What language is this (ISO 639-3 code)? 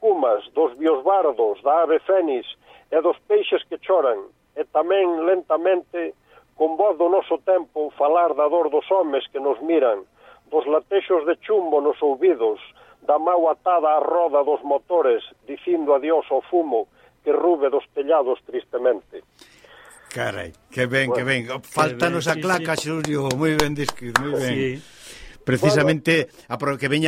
glg